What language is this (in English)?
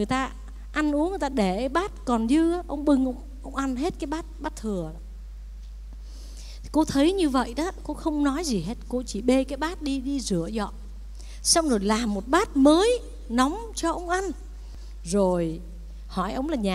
Vietnamese